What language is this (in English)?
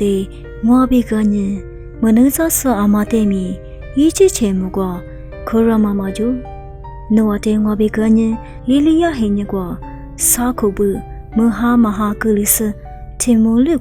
Lisu